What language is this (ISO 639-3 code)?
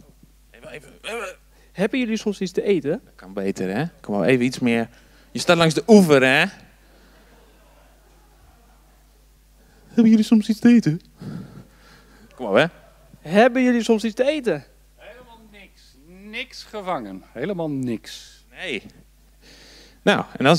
nld